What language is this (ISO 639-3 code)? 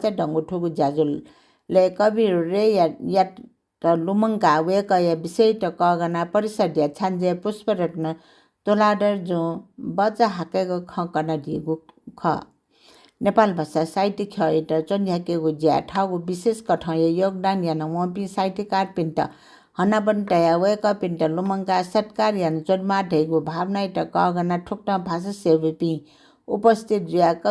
new